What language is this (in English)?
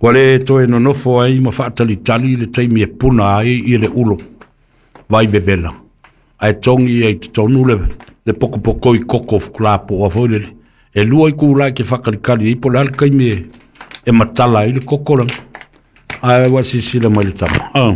Samoan